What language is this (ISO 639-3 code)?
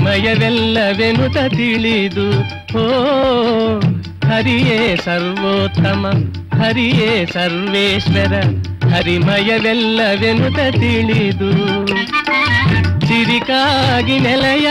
kan